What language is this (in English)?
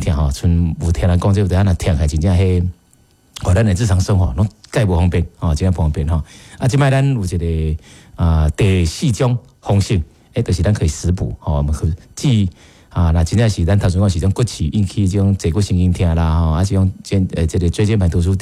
Min Nan Chinese